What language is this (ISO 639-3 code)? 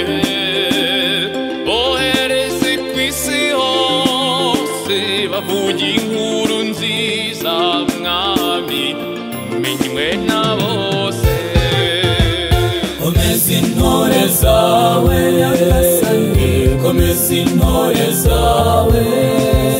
kin